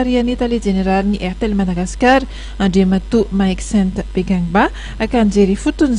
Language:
Malagasy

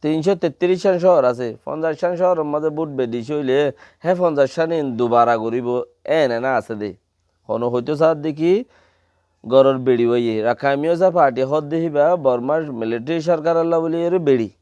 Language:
Rohingya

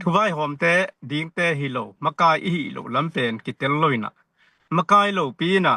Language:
Tedim Chin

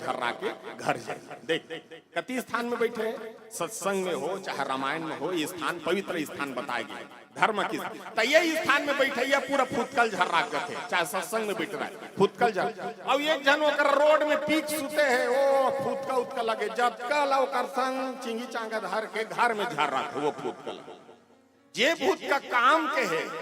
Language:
Chhattisgarhi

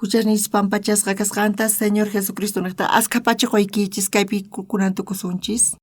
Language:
South Bolivian Quechua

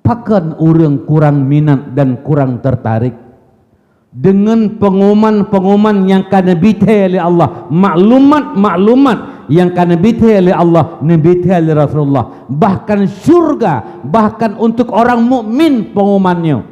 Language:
Achinese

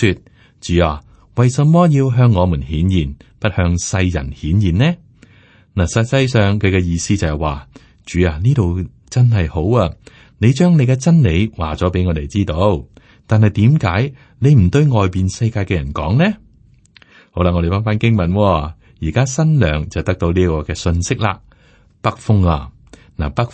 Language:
Cantonese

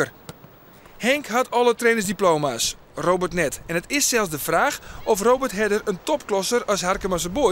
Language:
Western Frisian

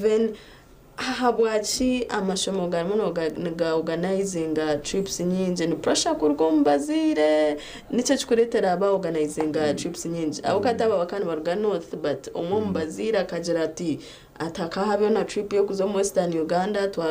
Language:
Nyankole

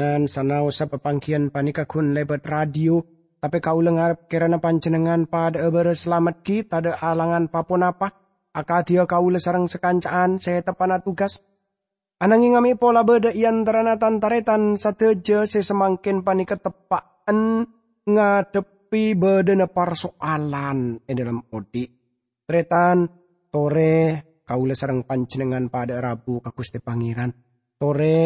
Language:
Madurese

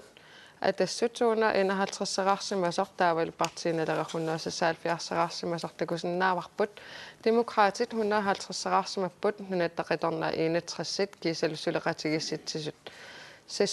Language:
Kalaallisut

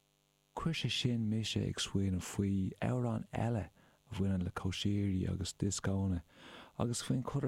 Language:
Irish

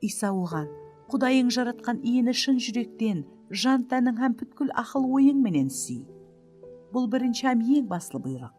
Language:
Kara-Kalpak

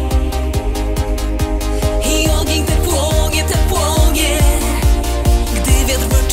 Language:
Polish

